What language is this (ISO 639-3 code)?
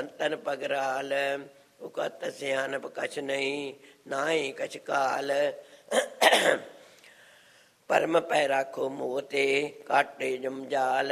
pan